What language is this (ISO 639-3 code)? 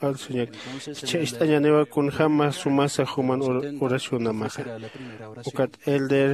aym